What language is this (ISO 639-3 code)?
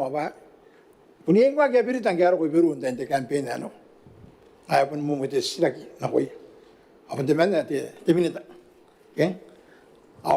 gil